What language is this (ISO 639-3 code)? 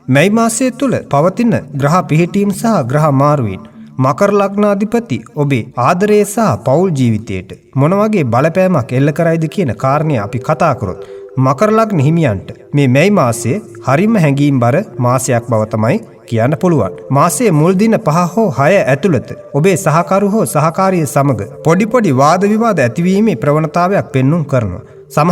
sin